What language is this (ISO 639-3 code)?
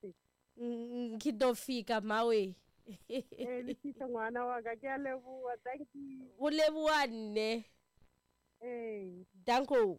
tso